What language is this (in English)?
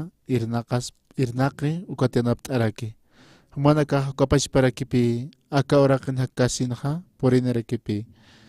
Aymara